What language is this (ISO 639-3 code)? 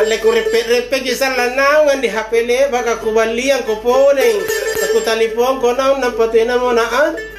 mak